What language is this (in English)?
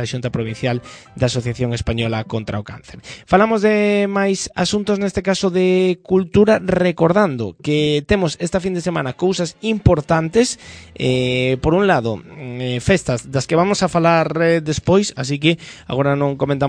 Galician